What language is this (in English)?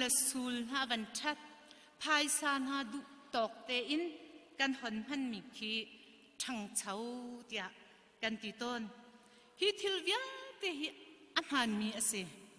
Hakha Chin